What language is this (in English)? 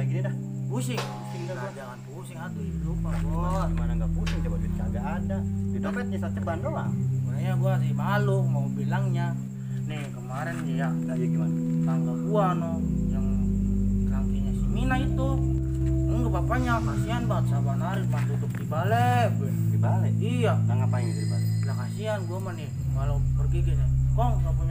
Betawi